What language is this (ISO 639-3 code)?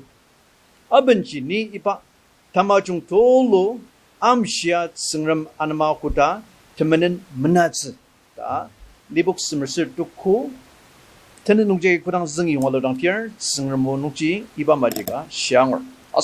njo